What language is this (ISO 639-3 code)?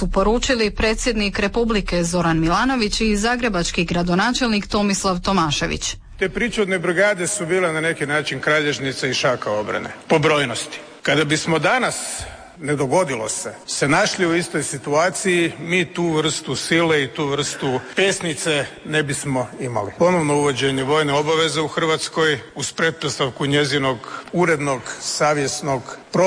hrv